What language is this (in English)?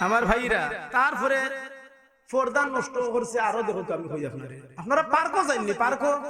Sylheti